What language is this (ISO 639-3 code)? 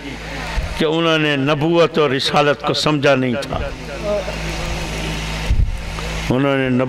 urd